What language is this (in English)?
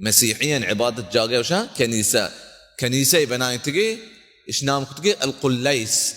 Baluchi